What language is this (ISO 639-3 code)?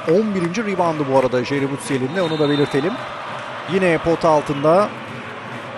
tur